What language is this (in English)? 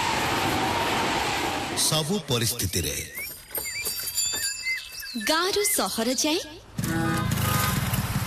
Odia